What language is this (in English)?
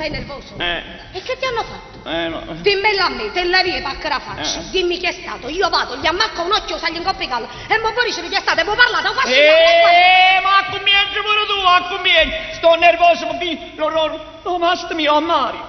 Neapolitan